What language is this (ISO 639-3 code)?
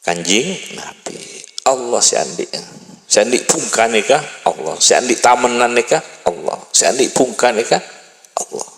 mad